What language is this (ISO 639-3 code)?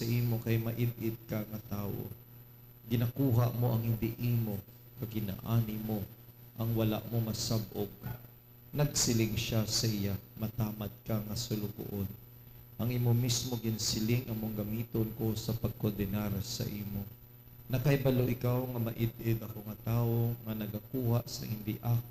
hil